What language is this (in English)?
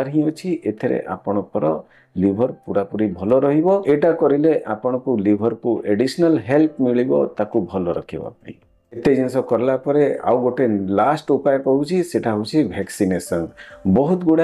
Odia